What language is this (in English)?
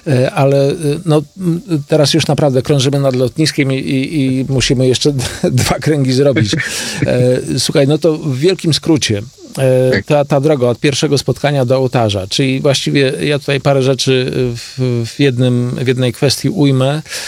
Polish